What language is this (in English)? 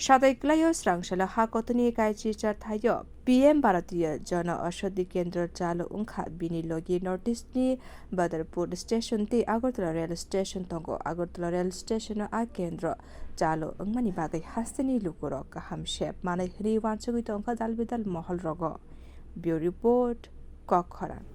Kok Borok